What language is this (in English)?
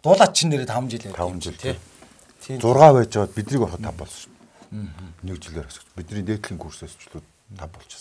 Mongolian